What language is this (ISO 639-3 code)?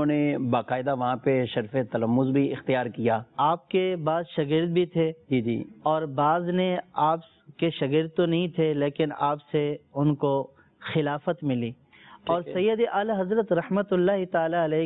urd